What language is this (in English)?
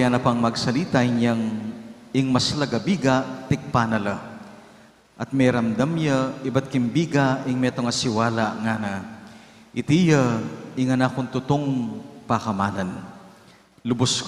Pampanga